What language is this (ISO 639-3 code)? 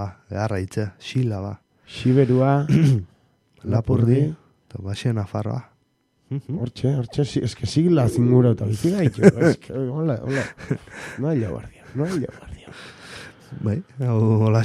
eus